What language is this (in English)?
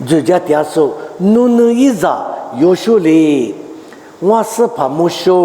Lisu